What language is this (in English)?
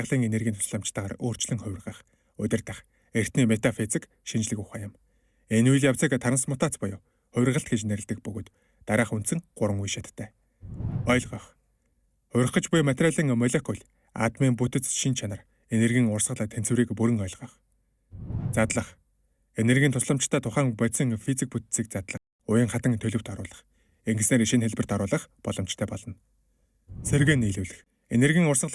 Mongolian